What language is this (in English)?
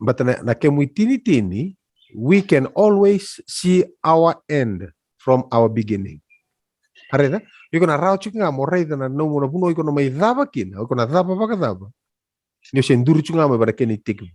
Fijian